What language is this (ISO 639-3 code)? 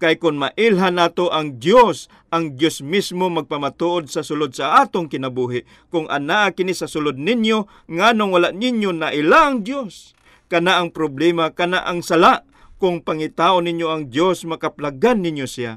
ceb